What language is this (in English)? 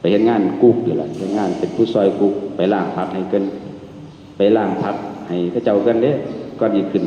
Northeastern Thai